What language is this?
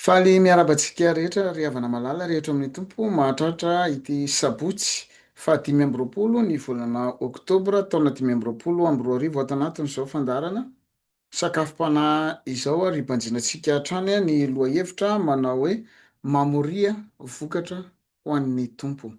Malagasy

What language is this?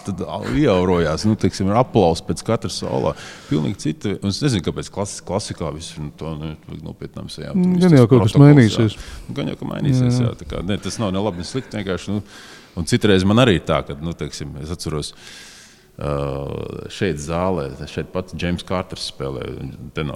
Latvian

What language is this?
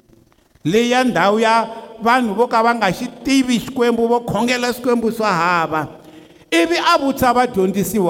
Tsonga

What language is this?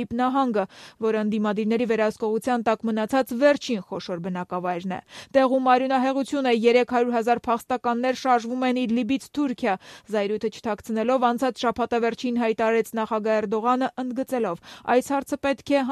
Armenian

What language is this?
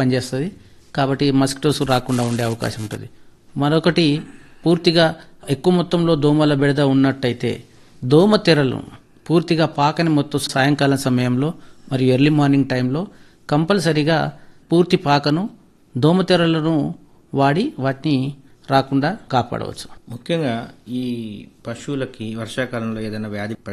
Telugu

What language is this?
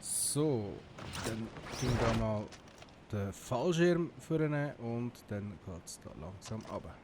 Swiss German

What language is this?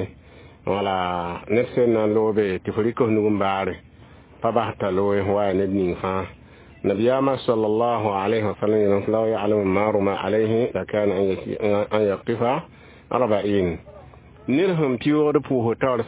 Mossi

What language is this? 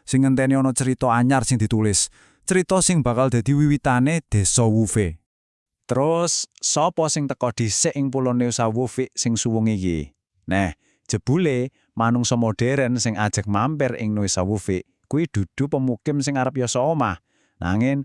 Javanese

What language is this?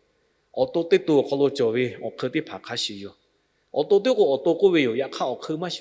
Lahu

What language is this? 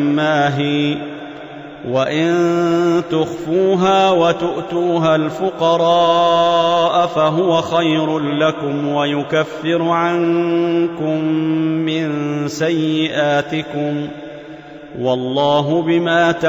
Arabic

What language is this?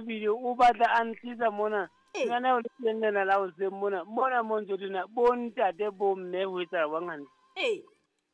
Southern Sotho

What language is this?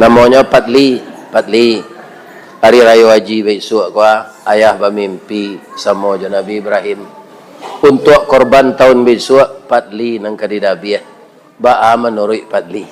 Minangkabau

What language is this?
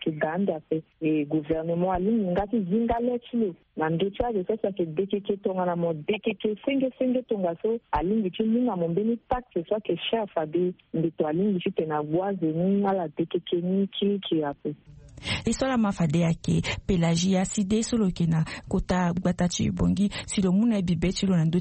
Sango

